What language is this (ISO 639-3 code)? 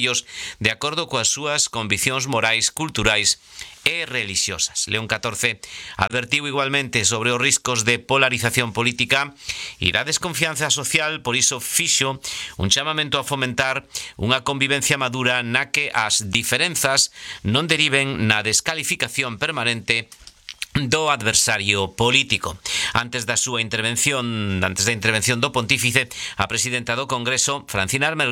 glg